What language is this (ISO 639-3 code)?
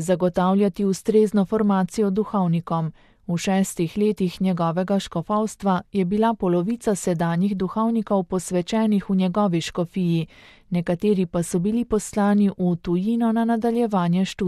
slv